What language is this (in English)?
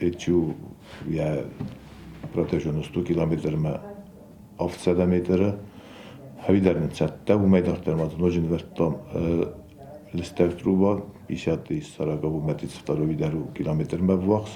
Ossetic